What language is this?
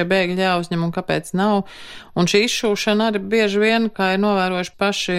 Latvian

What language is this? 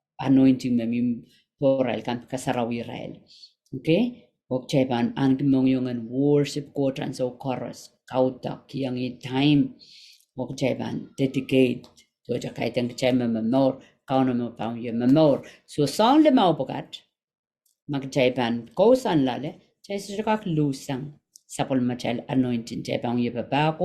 Pohnpeian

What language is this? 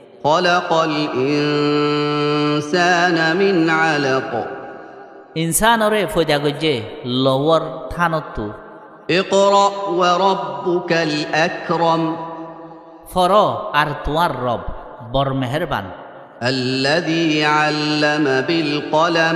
Rohingya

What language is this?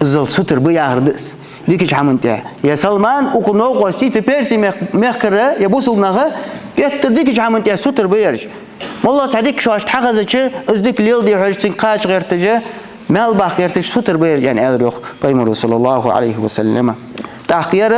Ingush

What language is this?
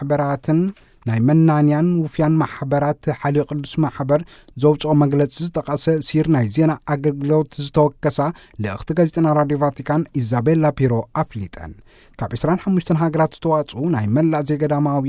Tigrinya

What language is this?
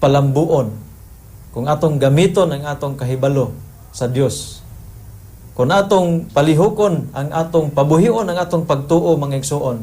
Cebuano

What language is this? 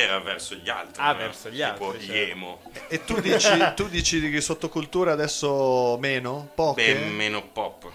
Italian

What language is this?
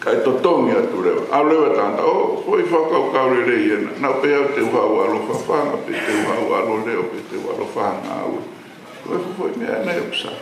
Tongan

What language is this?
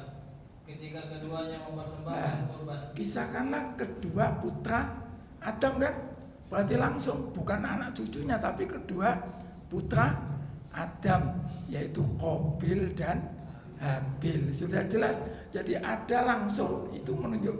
Indonesian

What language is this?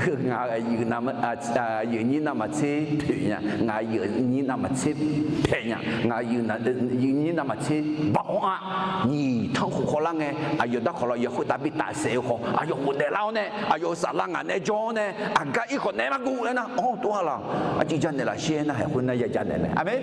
Akha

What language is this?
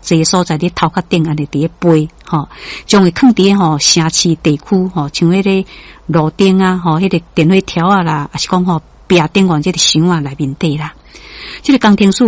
Min Nan Chinese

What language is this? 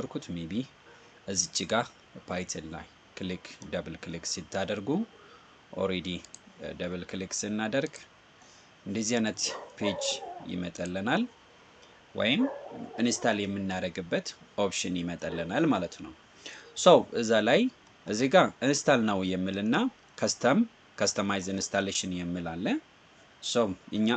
Amharic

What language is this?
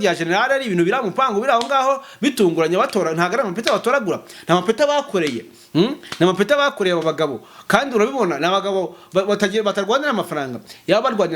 Kinyarwanda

